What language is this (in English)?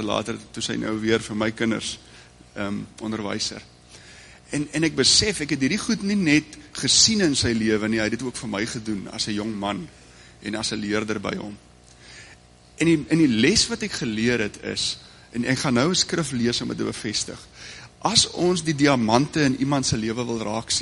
Afrikaans